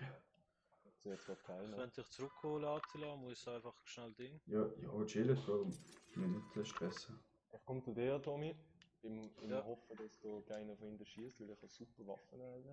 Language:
Swiss German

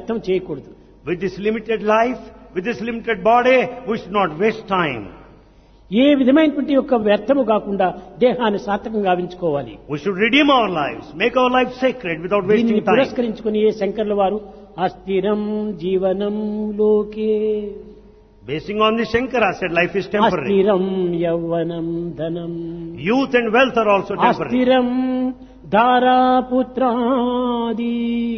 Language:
Telugu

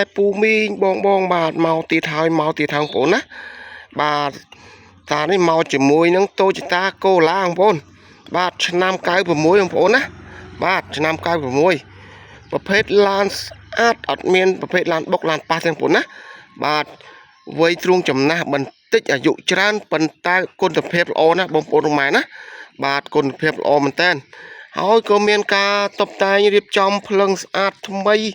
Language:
Khmer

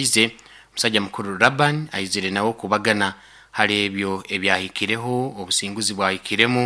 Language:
Nyoro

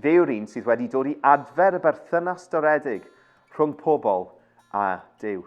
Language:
Welsh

